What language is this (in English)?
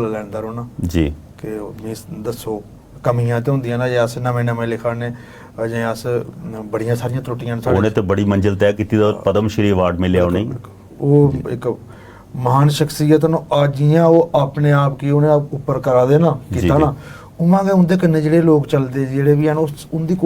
Dogri